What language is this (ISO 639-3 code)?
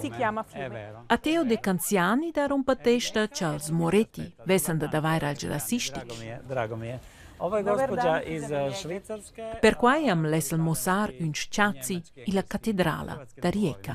roh